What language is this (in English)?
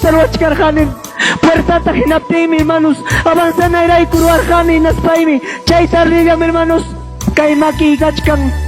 Ayacucho Quechua